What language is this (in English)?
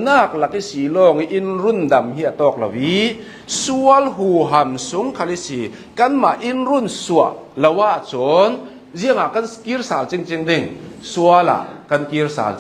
Hakha Chin